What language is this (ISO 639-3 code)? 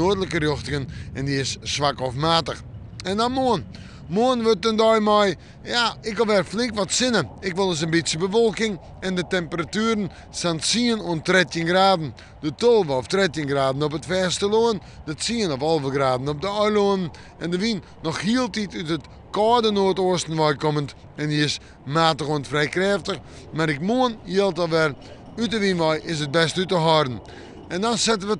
fry